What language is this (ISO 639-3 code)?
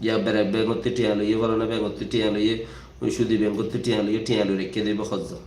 rhg